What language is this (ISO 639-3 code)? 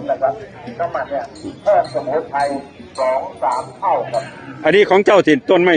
tts